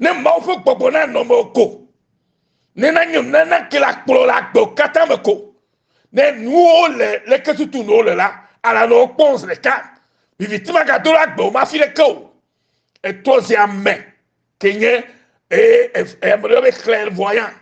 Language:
Ewe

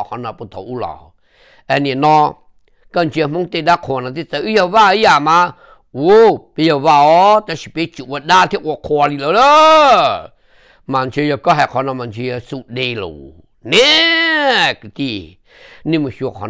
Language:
Vietnamese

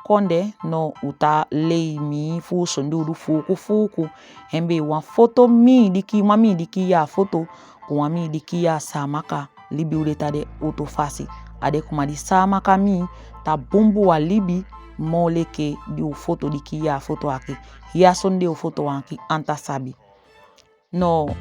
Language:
Saramaccan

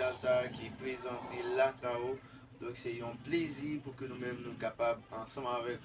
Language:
Haitian Creole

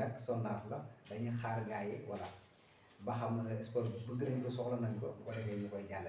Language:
Wolof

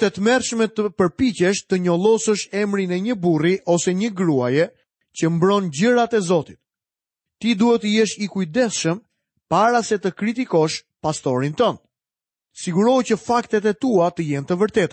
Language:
Albanian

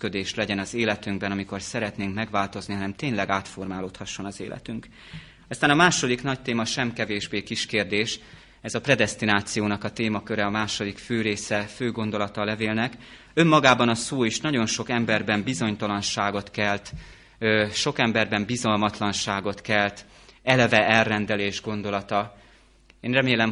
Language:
Hungarian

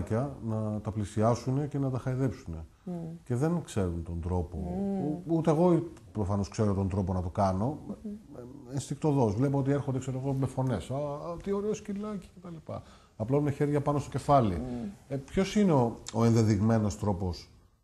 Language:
Greek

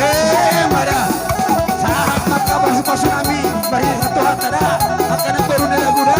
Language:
Batak Toba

